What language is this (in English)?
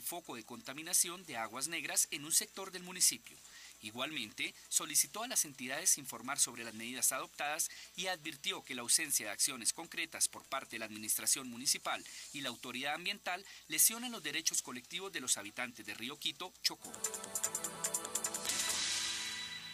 Spanish